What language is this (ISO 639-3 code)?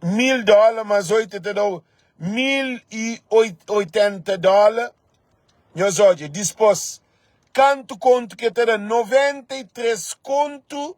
kea